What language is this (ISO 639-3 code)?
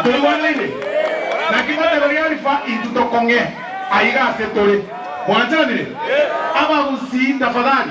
guz